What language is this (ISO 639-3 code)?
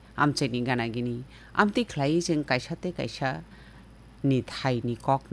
trp